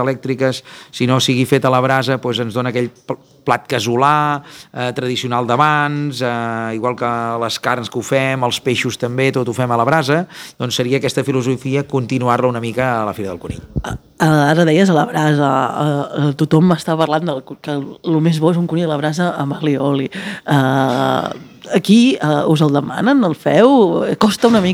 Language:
Catalan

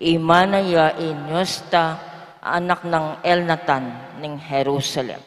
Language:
Pampanga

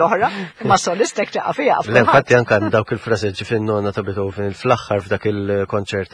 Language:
Maltese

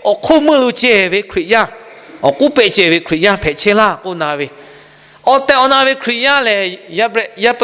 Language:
Lahu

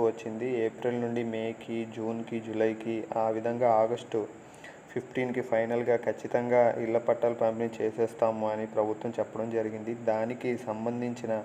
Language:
Telugu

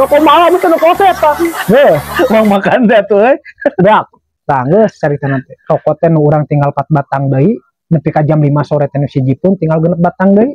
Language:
Sundanese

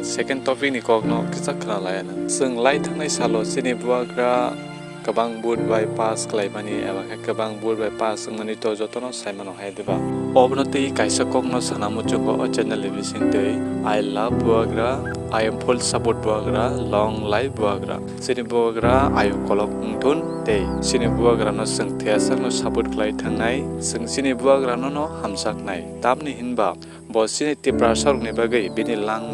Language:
Kok Borok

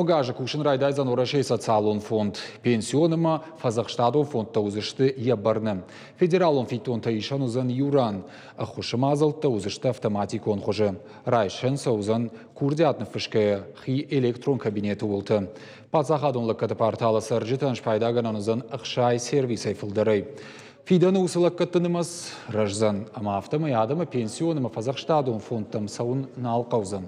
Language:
Ossetic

